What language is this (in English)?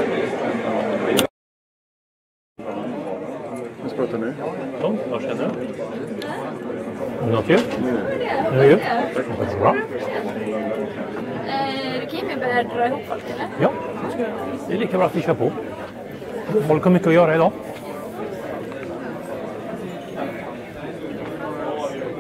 Swedish